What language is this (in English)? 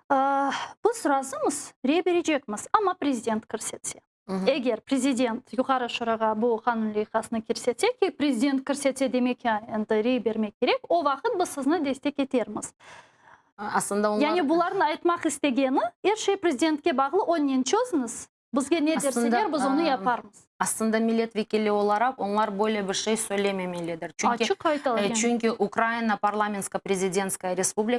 Crimean Tatar